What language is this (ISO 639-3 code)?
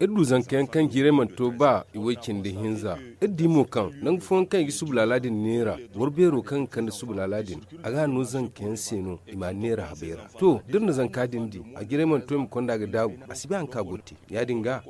dje